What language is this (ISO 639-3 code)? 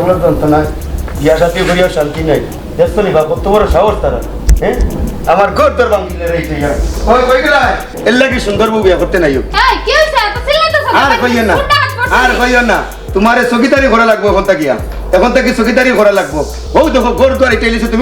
syl